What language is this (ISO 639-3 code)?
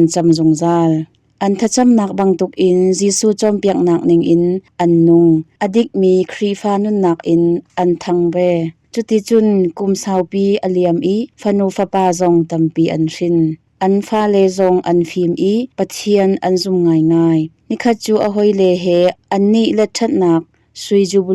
cnh